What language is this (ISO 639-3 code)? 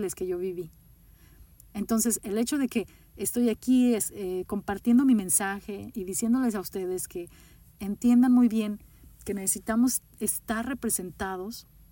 spa